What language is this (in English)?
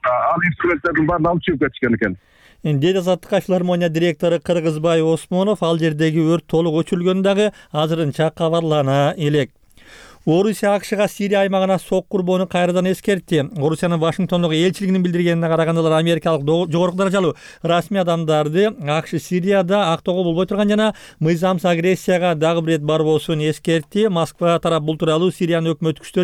Kyrgyz